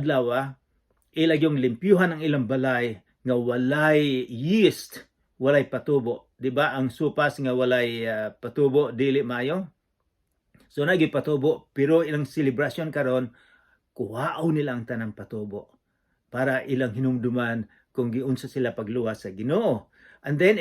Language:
Cebuano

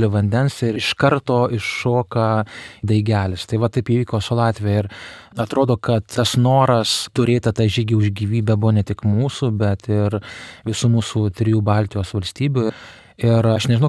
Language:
Lithuanian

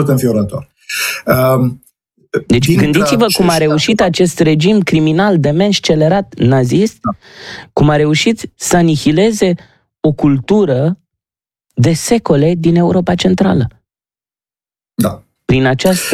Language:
Romanian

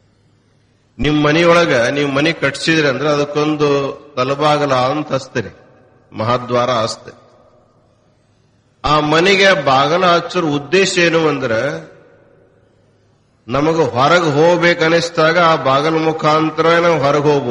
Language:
Kannada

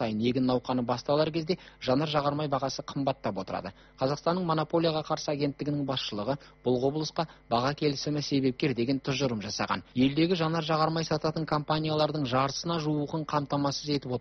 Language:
Kazakh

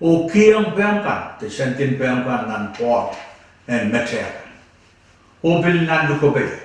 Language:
Pohnpeian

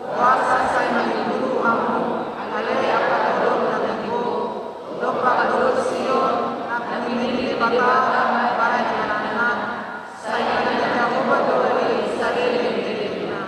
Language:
Batak Toba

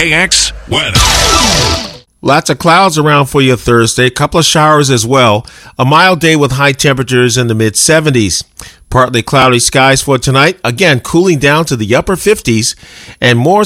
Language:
English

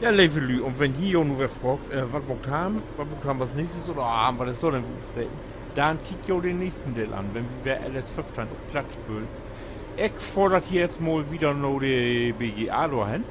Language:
Low German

